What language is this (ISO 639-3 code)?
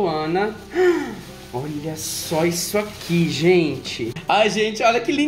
por